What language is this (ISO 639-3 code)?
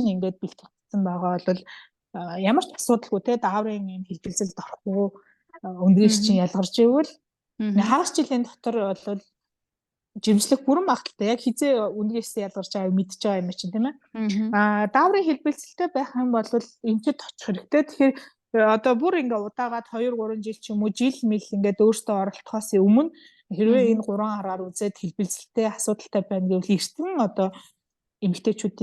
mon